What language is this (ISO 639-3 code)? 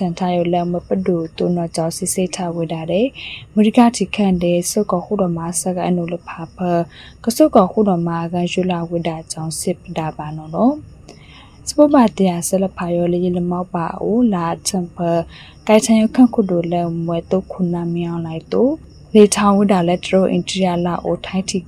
mya